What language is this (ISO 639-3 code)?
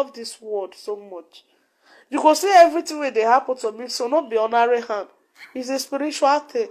pcm